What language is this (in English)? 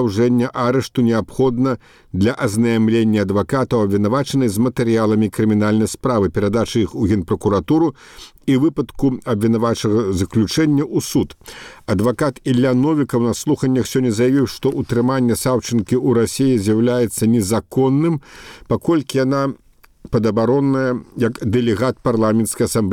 Belarusian